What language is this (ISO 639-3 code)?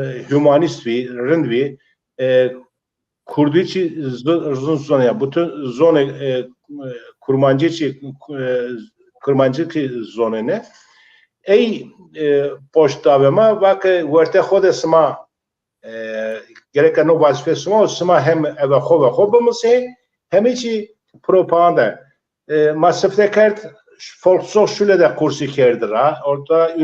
zza